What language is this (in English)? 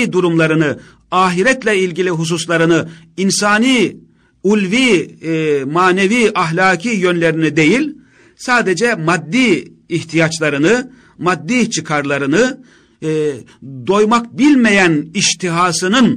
Turkish